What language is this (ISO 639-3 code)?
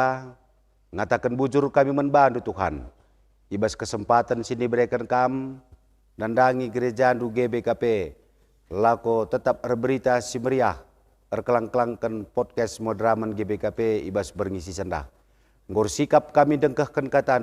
btx